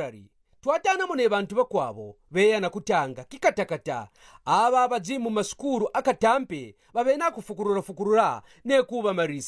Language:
Kaonde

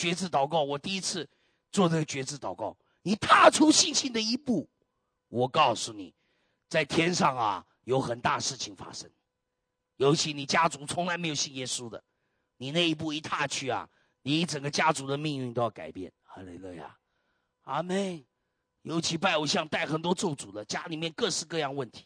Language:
Chinese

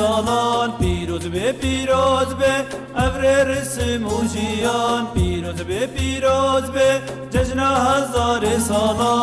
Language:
Kurdish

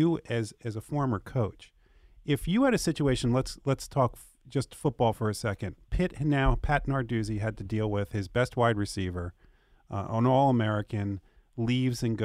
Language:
English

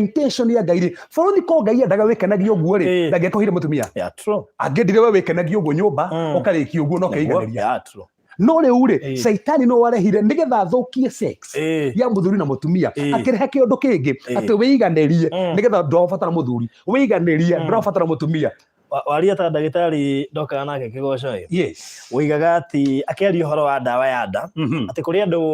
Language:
Kikuyu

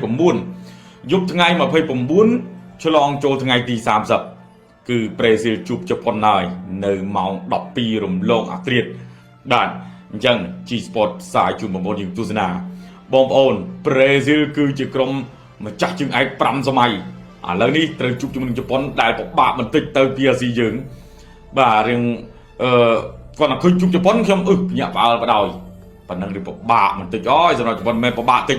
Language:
Khmer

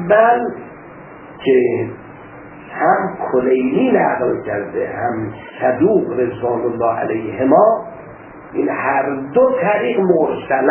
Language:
Persian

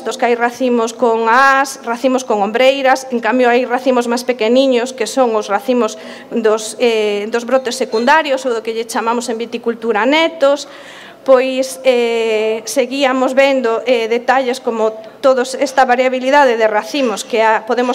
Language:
Galician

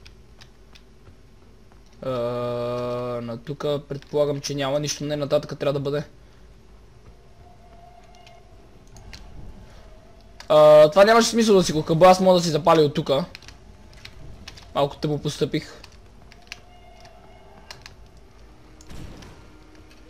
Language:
Bulgarian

